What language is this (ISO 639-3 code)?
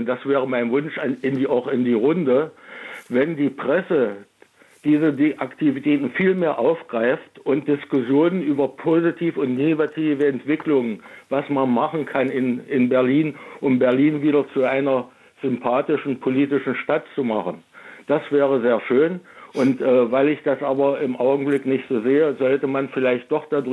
deu